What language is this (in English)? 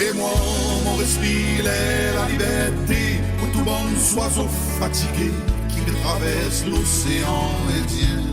Morisyen